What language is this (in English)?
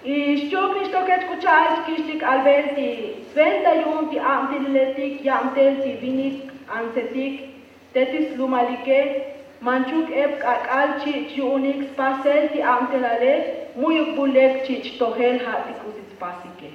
Tzotzil